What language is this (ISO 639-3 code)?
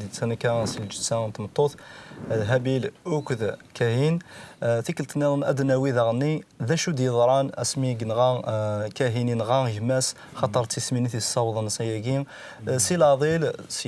kab